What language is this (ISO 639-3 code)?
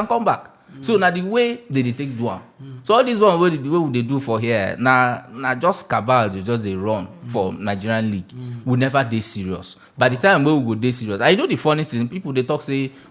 pcm